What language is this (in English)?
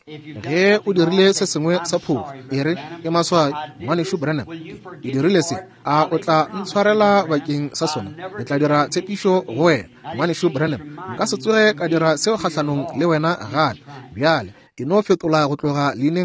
Northern Sotho